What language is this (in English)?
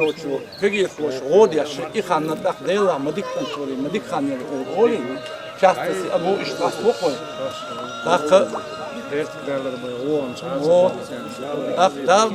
Chechen